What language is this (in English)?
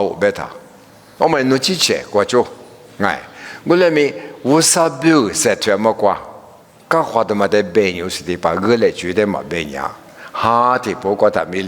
Lisu